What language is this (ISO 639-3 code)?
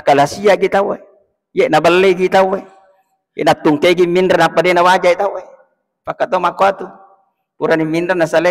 bug